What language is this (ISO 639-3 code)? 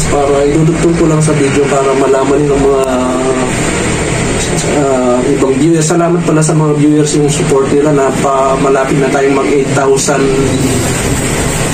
fil